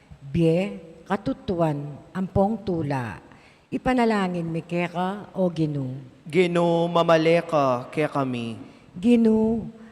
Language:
Pampanga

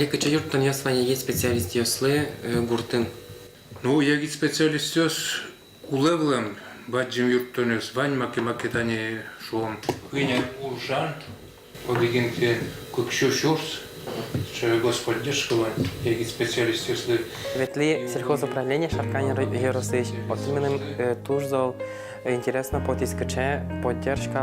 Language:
Udmurt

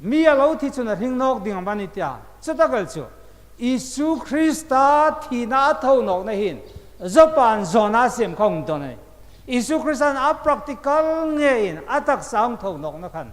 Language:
Hmar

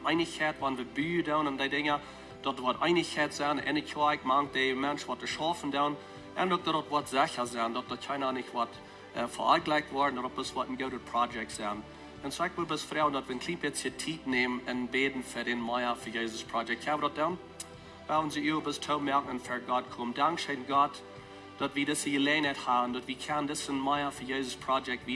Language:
Plautdietsch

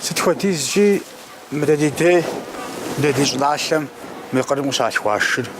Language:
Kabardian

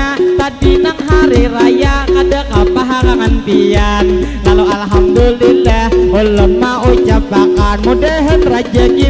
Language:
Banjar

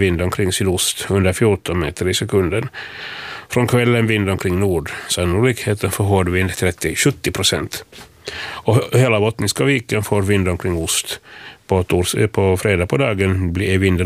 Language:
Swedish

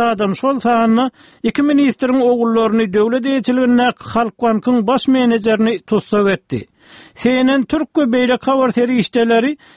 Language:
Turkmen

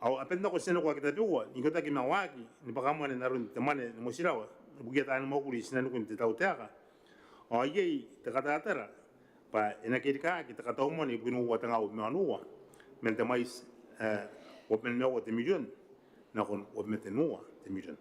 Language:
Gilbertese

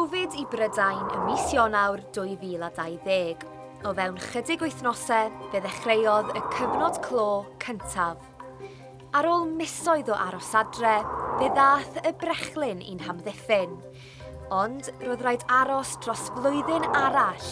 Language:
Welsh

